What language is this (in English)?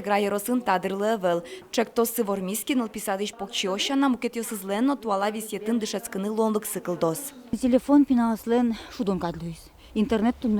Udmurt